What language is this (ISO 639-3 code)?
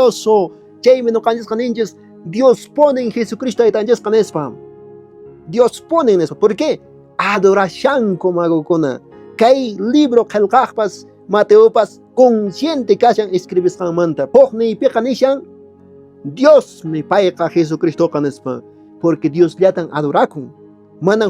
que